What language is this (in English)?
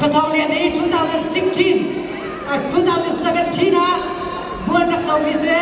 Hakha Chin